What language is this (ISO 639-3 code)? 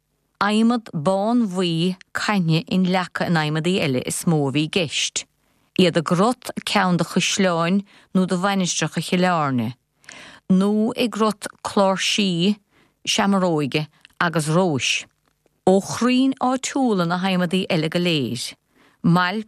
gle